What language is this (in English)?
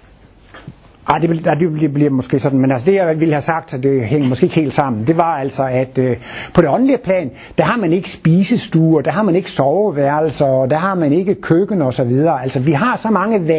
Danish